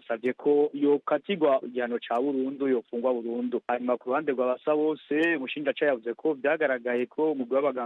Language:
Rundi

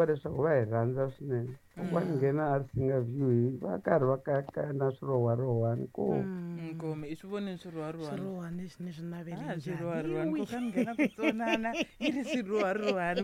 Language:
Tsonga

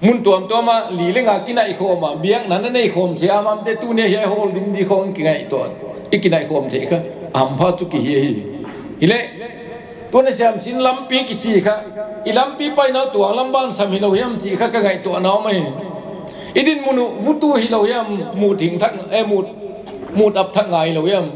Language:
Paite Chin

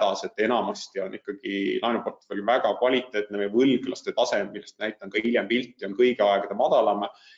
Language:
Estonian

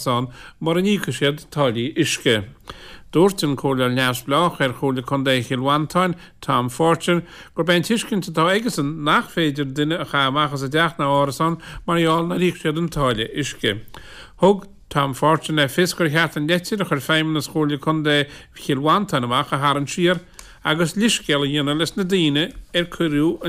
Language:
Irish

